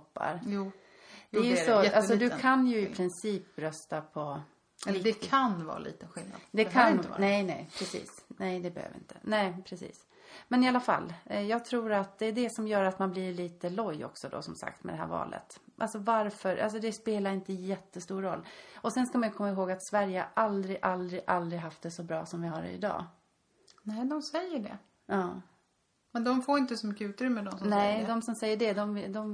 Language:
Swedish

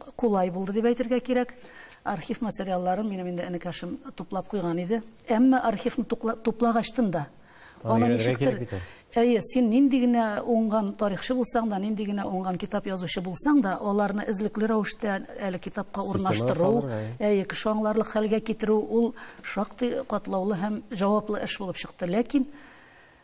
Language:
Tatar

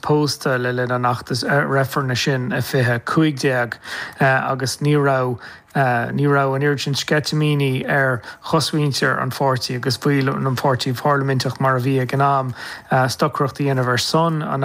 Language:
Irish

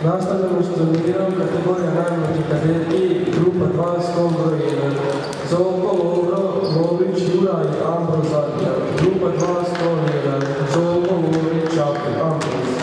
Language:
Croatian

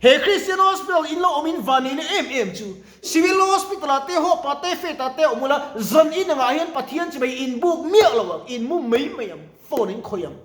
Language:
Mizo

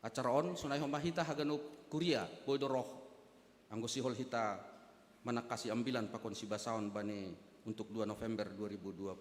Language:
Batak Simalungun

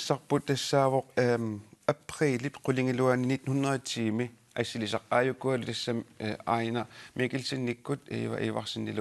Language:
Kalaallisut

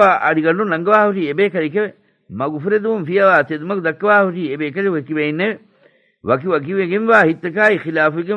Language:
Divehi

